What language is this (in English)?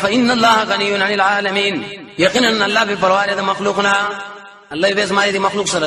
Pashto